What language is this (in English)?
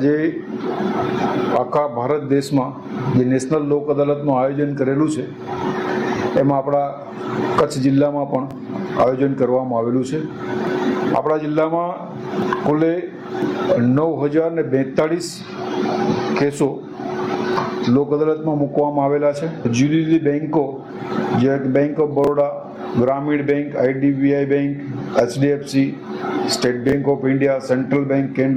Gujarati